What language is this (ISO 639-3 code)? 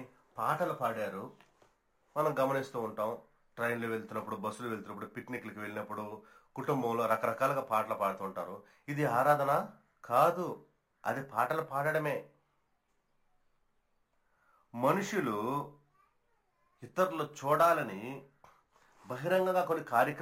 tel